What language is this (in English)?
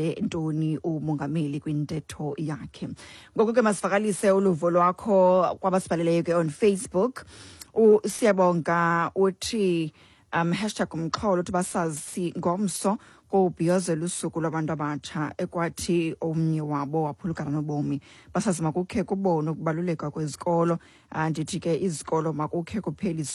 Xhosa